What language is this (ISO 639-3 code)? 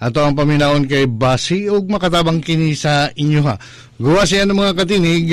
ceb